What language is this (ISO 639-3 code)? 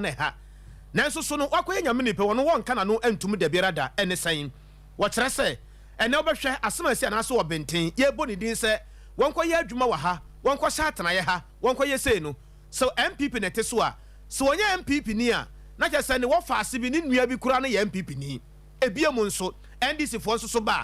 aka